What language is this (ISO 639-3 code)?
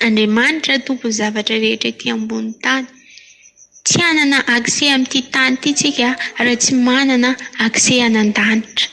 mlg